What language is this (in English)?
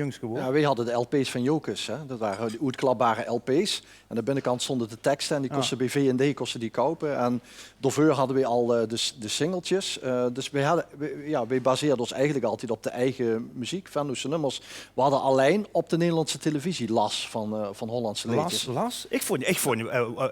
Limburgish